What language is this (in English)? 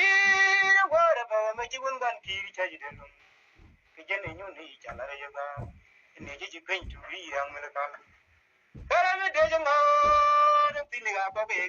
Nuer